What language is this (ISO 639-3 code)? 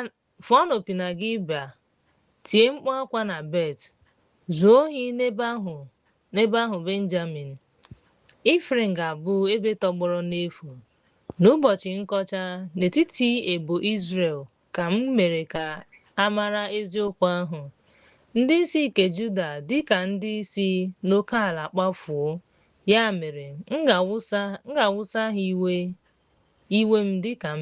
ibo